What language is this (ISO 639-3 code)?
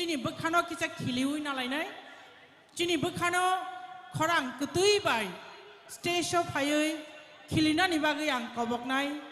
trp